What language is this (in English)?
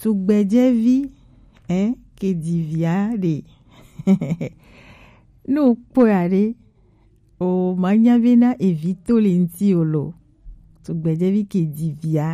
Gen